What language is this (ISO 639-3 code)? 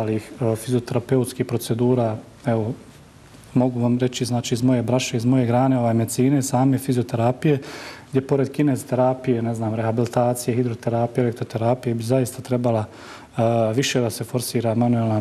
bos